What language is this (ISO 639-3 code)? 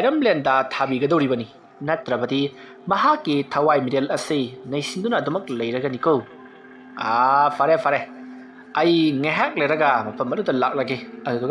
mni